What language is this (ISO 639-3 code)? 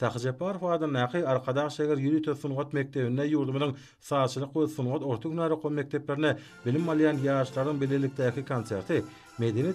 tuk